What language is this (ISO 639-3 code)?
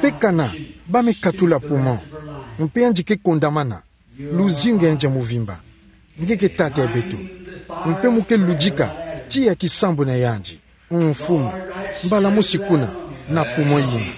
ktu